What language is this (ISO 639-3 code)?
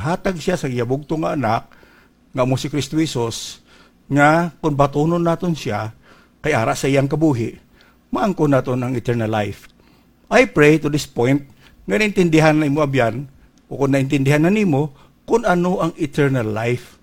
hil